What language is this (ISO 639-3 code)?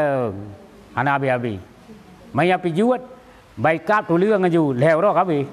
ace